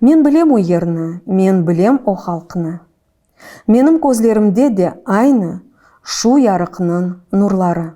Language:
Crimean Tatar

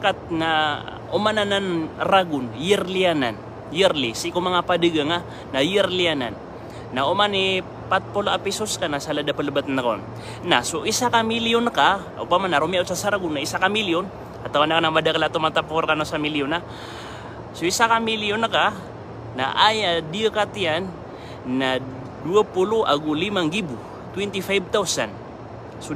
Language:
Maranao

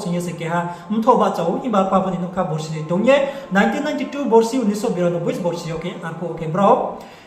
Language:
Riang (India)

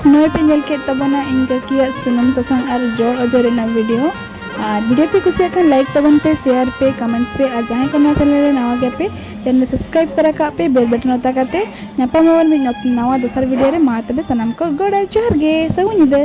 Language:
Santali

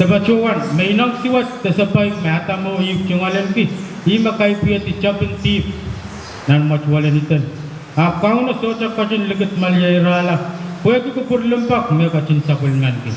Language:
Pohnpeian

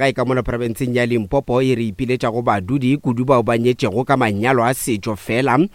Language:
Northern Sotho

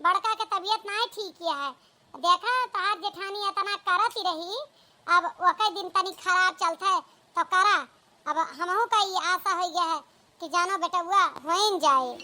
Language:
Awadhi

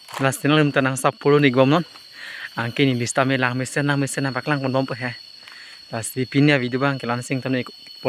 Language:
Karbi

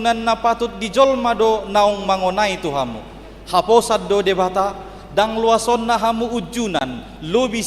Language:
Batak Toba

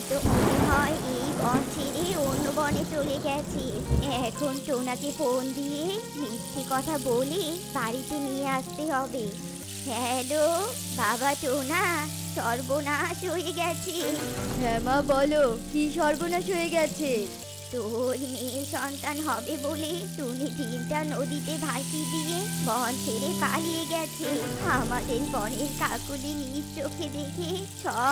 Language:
Bangla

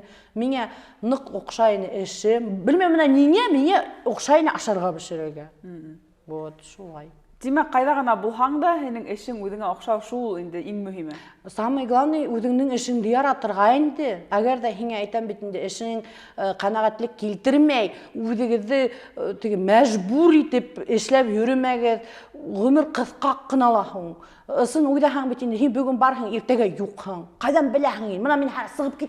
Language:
Bashkir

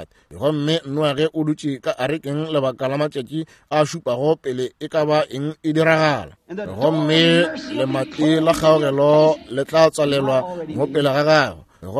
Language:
Northern Sotho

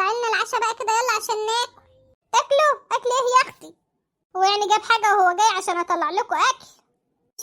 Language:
Egyptian Arabic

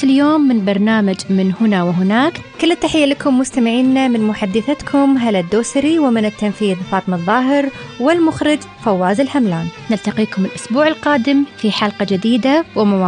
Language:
Arabic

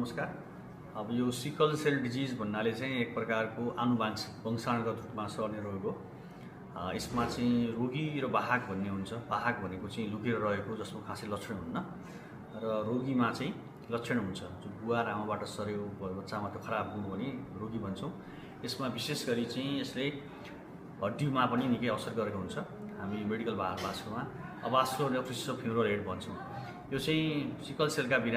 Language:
Nepali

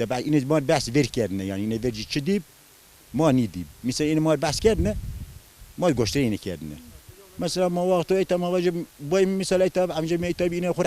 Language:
Zaza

